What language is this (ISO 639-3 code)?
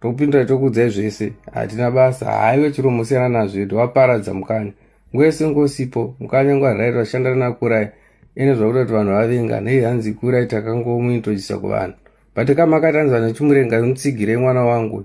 sna